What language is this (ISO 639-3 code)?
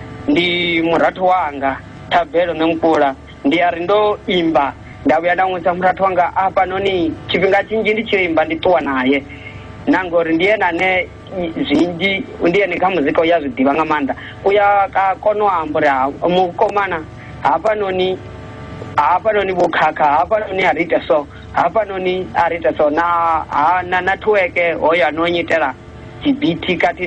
ven